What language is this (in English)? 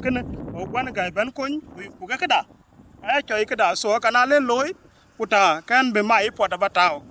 Dinka